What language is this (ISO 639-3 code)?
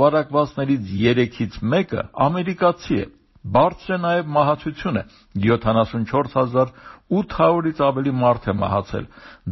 hye